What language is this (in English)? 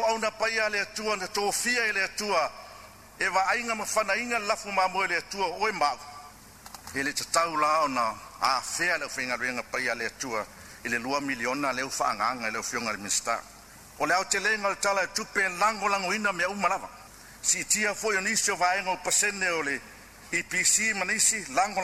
Samoan